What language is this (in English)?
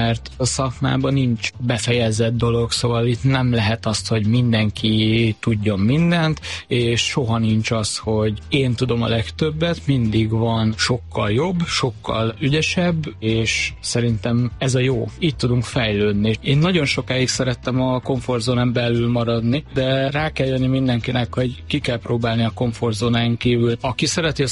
Hungarian